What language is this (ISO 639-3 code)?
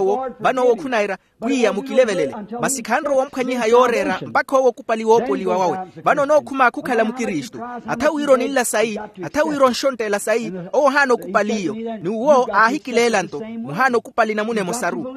vmw